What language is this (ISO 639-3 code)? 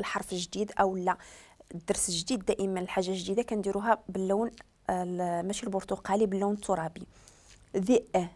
ary